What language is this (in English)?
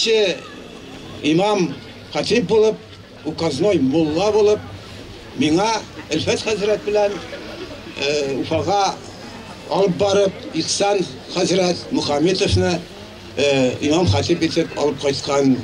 Bashkir